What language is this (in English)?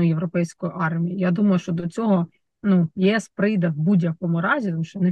Ukrainian